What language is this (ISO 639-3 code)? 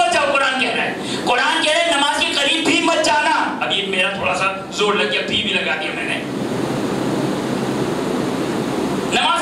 urd